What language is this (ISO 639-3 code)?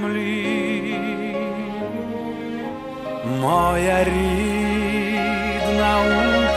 ukr